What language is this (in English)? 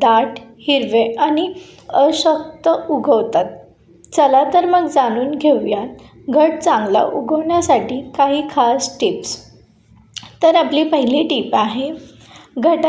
Marathi